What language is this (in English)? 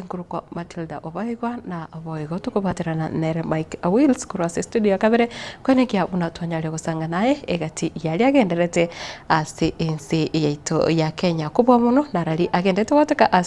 Gusii